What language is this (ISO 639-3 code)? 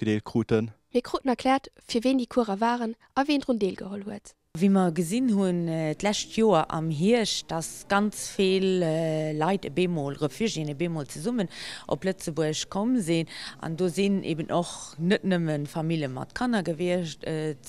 ltz